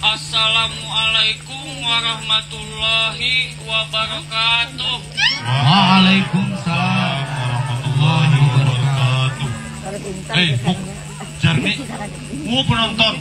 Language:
Banjar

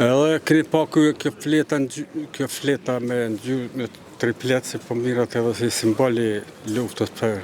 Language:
Albanian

